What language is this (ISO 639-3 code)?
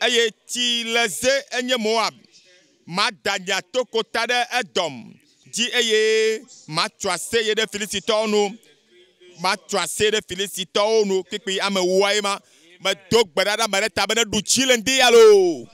ewe